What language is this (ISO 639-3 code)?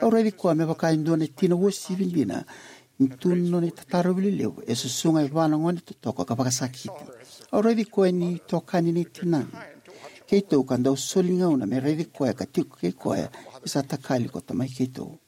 fij